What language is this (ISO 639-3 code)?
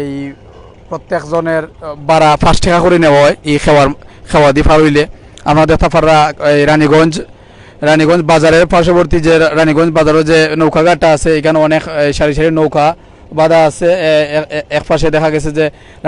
syl